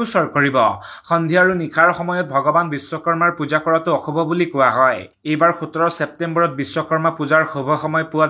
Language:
Assamese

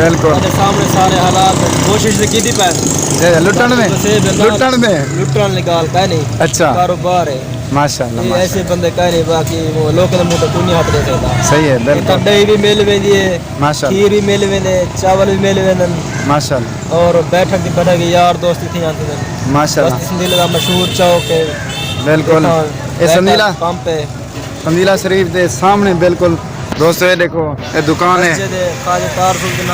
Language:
Saraiki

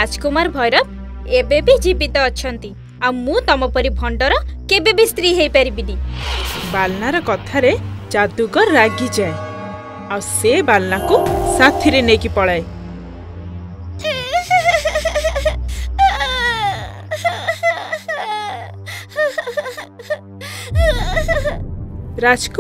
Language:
Odia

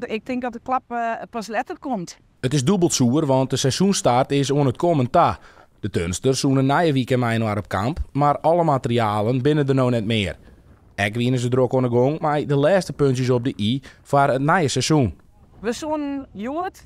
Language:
Western Frisian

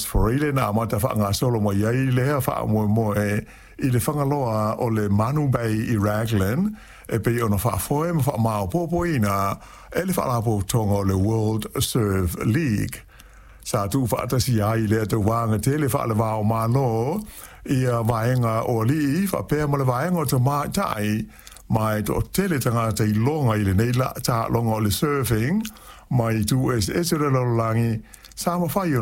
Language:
Samoan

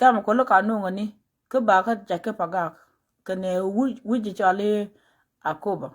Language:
Nuer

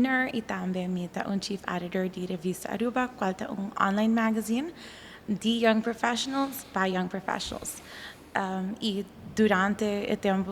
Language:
Papiamento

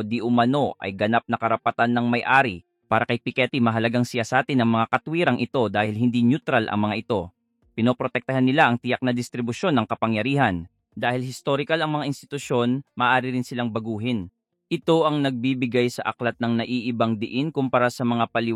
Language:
Filipino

